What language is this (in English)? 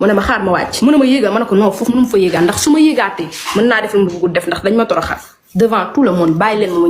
Wolof